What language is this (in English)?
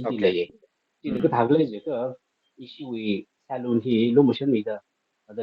Tangkhul Naga (India)